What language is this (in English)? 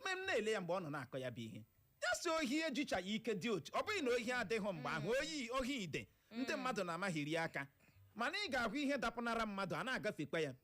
Igbo